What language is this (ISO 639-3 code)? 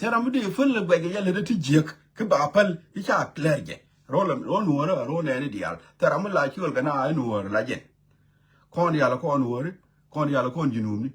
nus